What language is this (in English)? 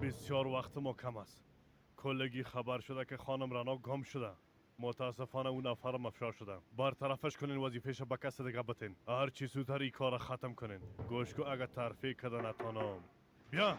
Persian